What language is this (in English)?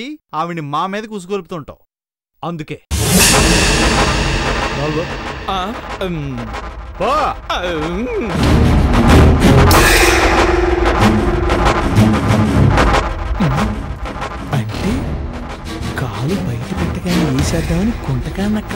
Telugu